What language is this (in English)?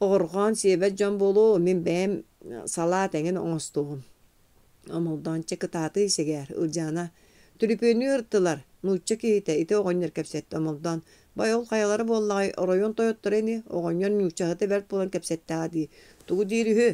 Yakut